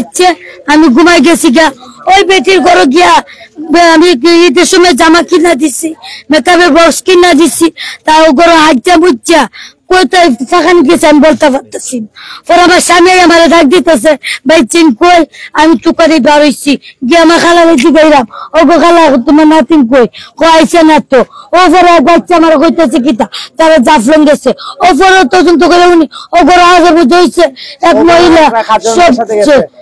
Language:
Sylheti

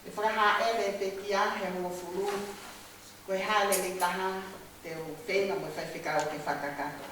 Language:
Tongan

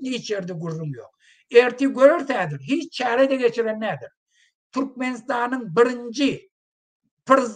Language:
Turkmen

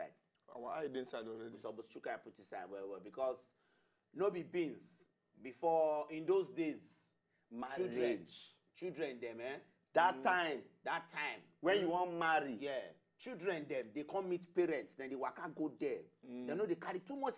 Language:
Nigerian Pidgin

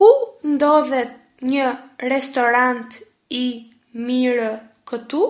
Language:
Albanian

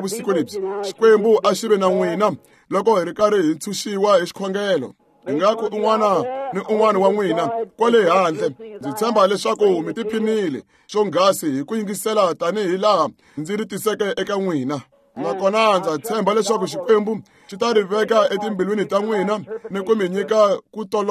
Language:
Tsonga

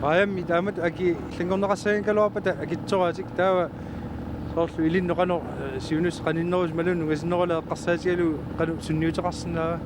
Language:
Kalaallisut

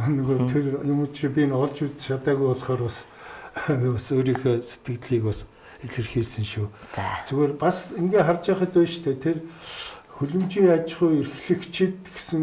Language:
Mongolian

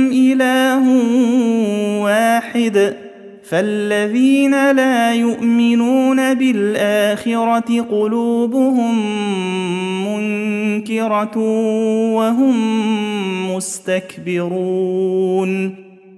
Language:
Arabic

